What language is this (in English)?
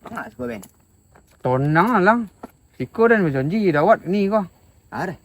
Minangkabau